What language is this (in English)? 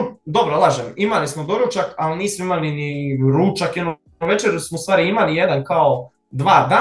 Serbian